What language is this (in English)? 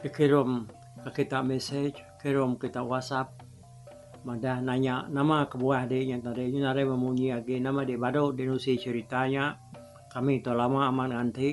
Iban